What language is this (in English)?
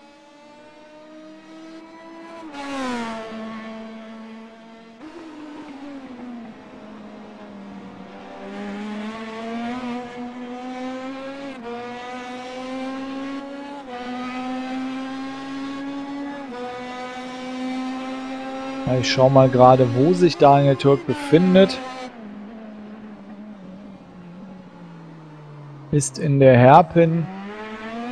German